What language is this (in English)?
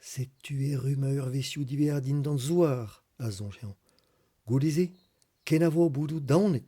Breton